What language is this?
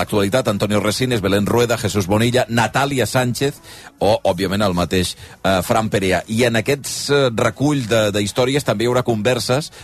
Catalan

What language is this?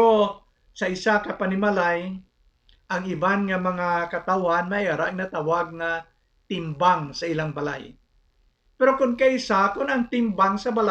Hiligaynon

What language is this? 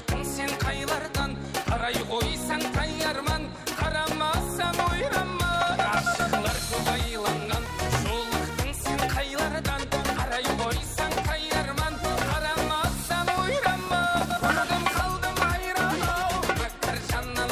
Kara-Kalpak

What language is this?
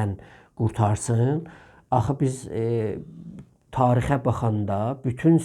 South Azerbaijani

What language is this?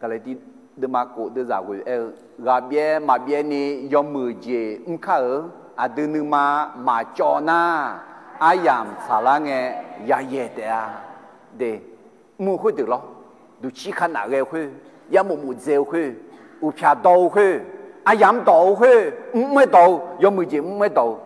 Akha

